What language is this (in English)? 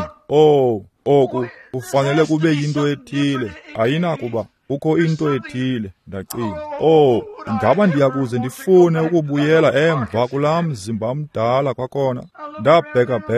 Xhosa